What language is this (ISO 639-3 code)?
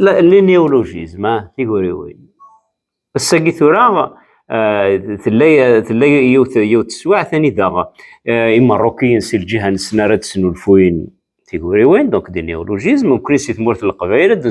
kab